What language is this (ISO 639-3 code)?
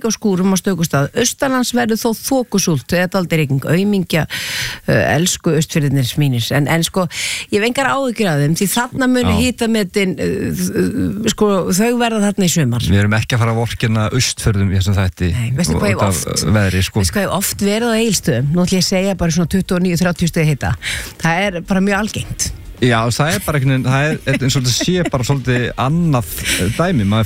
isl